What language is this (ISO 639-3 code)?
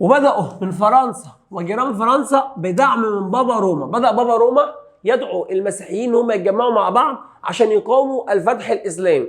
arz